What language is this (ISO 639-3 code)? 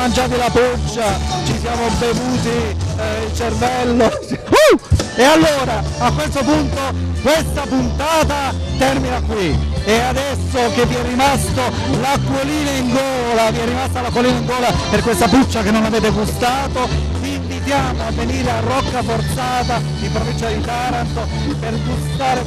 ita